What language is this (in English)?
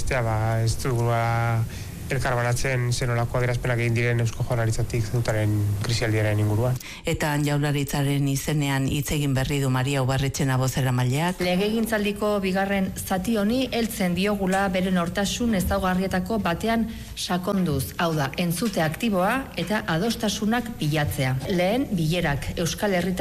Basque